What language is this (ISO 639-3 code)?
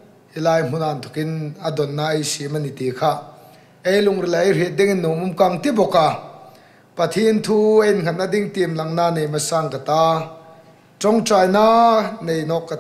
hmr